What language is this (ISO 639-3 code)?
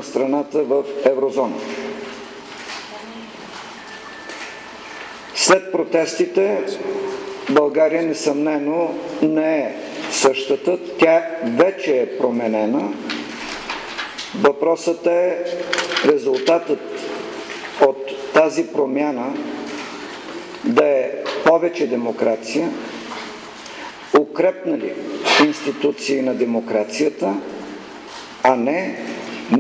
bul